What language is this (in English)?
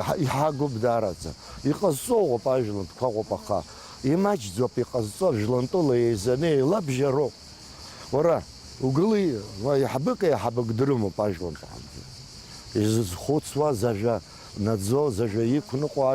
Abkhazian